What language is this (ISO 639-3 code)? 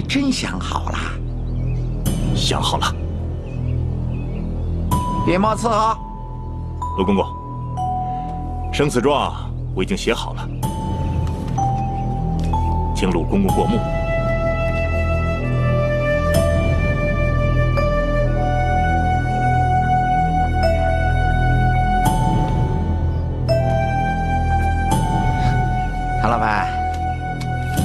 zho